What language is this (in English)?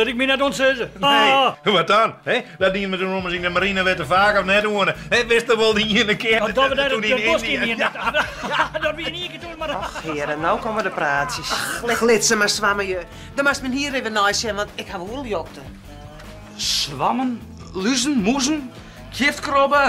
Western Frisian